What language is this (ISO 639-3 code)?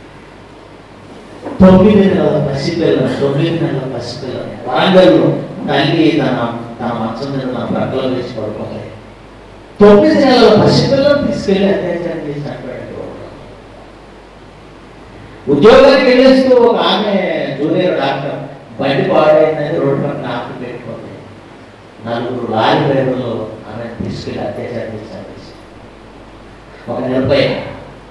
tel